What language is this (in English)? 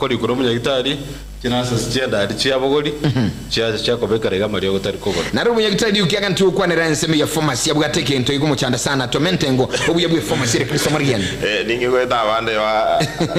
Gusii